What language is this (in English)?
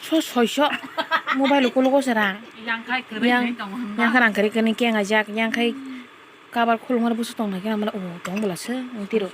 Kok Borok